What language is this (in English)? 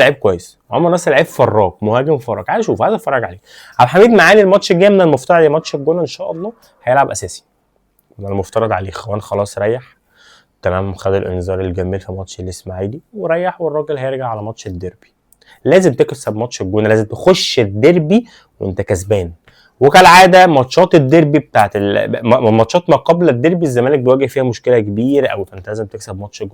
Egyptian Arabic